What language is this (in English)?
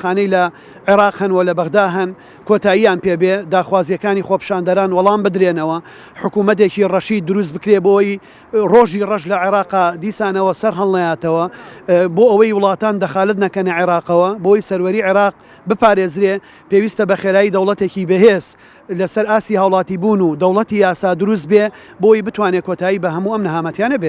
Central Kurdish